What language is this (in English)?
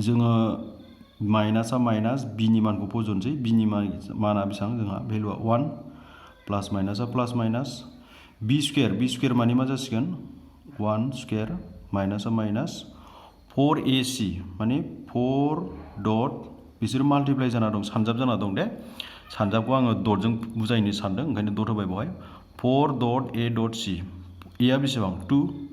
Bodo